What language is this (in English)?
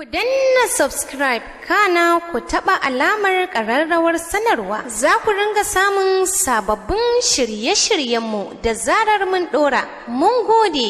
Hausa